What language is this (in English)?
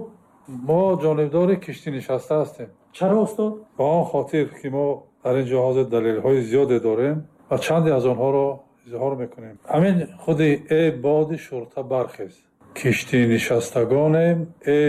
Tajik